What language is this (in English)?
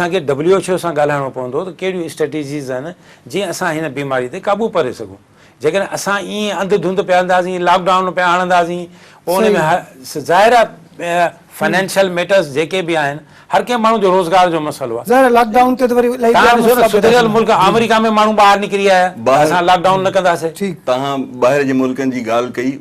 Sindhi